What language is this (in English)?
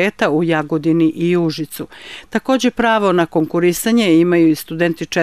Serbian